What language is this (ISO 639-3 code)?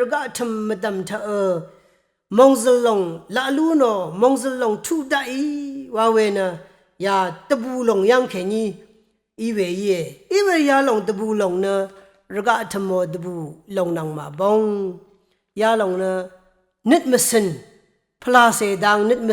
raw